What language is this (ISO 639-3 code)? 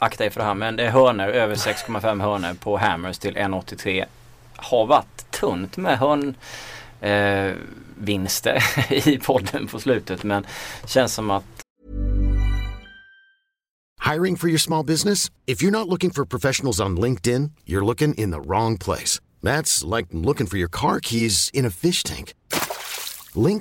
swe